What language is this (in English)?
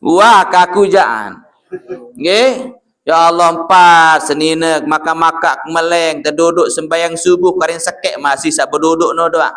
Sasak